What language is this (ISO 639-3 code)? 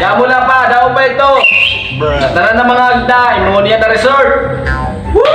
war